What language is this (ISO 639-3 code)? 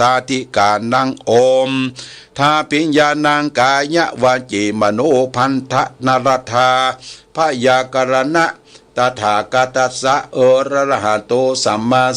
pli